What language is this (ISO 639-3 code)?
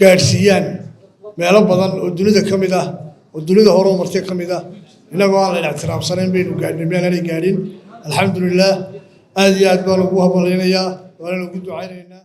som